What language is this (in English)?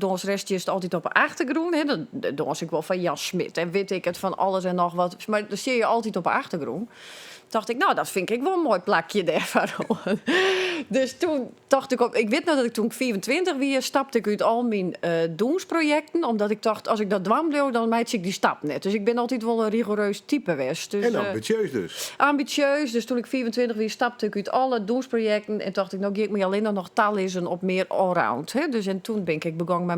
Western Frisian